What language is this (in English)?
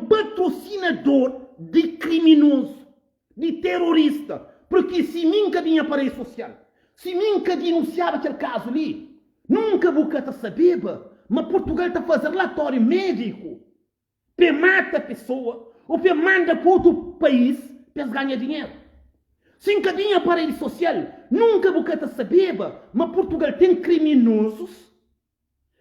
Kabuverdianu